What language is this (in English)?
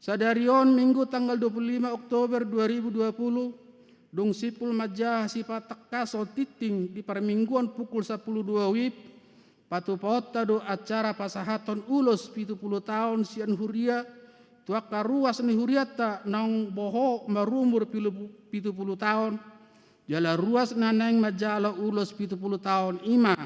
Batak Toba